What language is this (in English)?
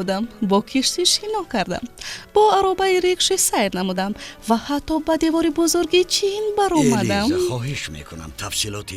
Tajik